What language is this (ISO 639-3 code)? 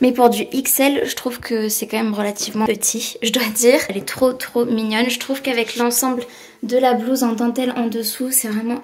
fra